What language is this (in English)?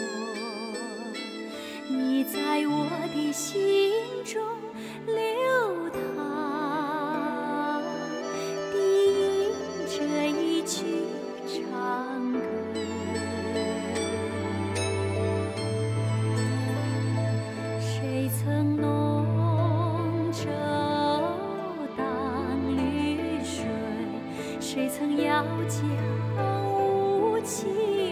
Chinese